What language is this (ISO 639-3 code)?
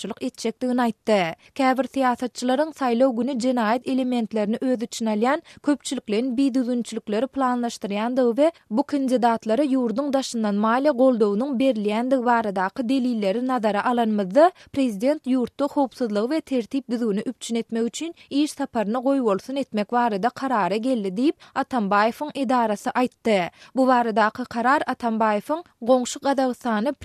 tuk